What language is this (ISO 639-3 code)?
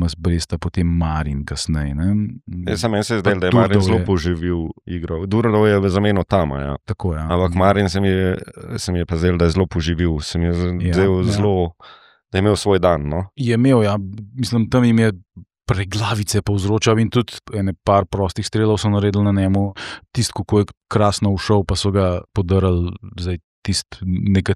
slv